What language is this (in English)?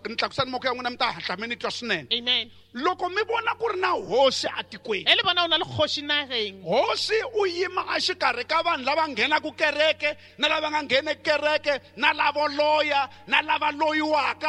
Tsonga